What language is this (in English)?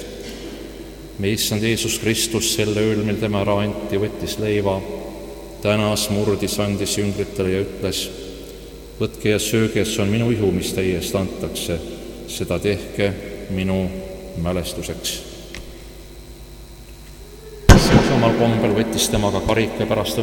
Estonian